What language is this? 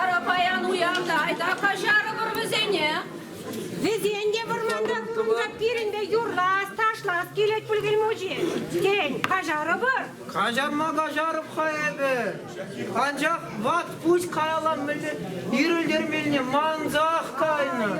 Chuvash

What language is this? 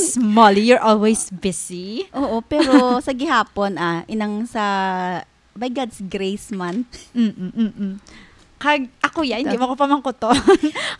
Hiligaynon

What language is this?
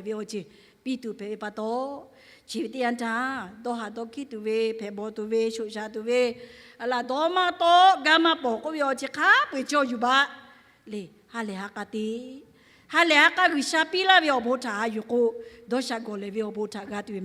Lahu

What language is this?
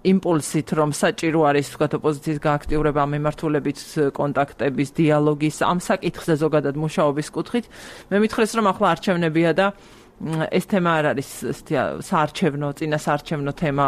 Georgian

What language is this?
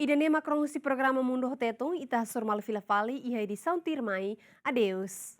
Tetum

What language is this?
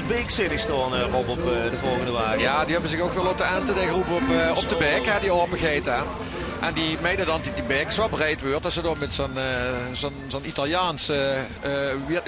Limburgish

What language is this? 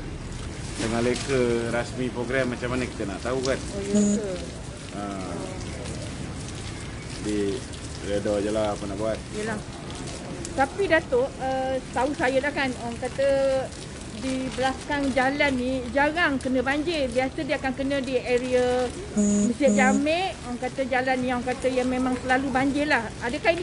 Malay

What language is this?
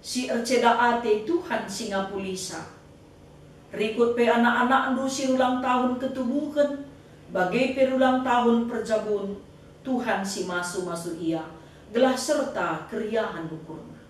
Batak Karo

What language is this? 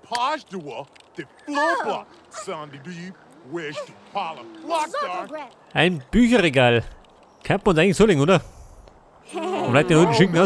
Bavarian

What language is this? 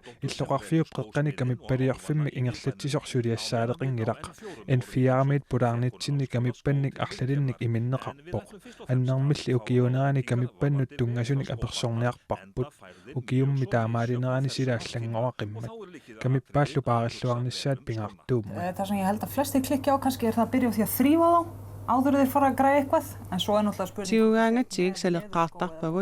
Kalaallisut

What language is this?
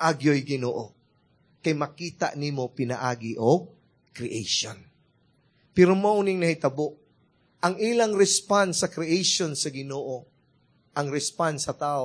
Cebuano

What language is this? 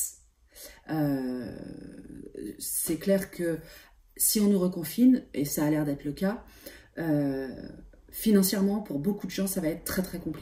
French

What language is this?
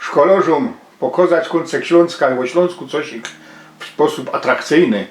Silesian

